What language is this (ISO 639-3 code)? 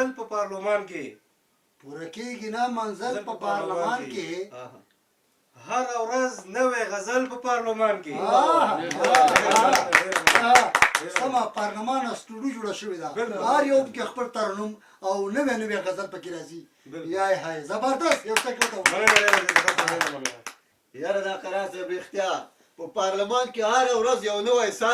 pus